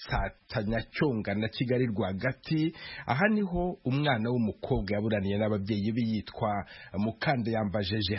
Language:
Kinyarwanda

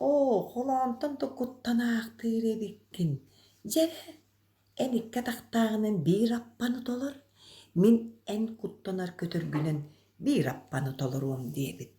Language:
Yakut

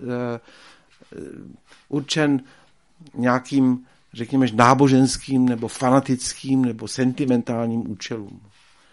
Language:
Czech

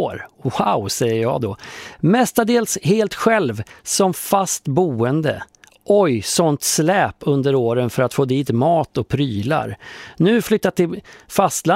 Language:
Swedish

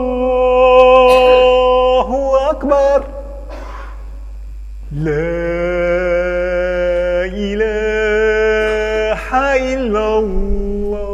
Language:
Arabic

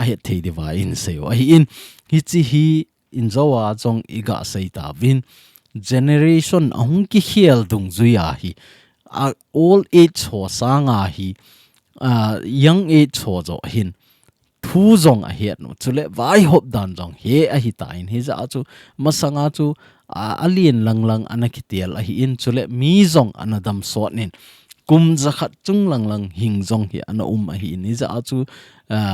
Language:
Thado Chin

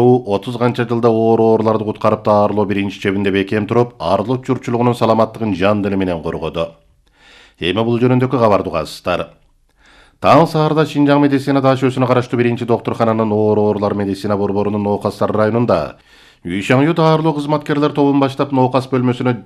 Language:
Kyrgyz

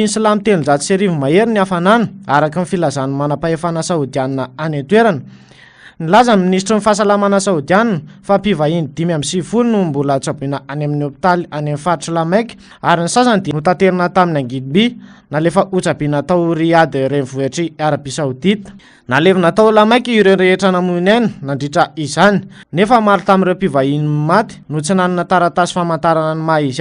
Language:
Malagasy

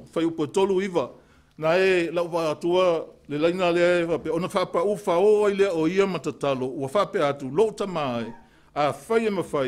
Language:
Samoan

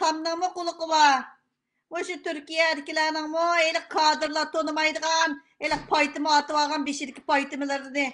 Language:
Uyghur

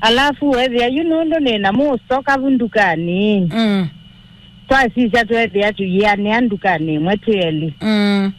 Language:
Kamba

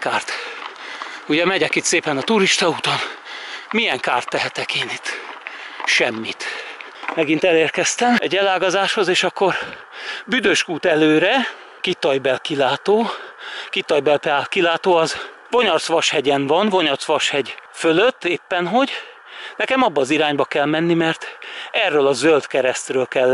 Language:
Hungarian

